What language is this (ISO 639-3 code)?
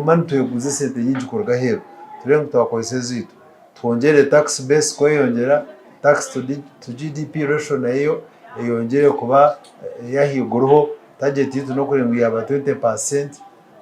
nyn